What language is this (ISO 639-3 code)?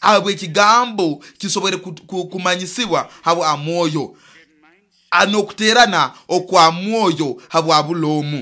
nyo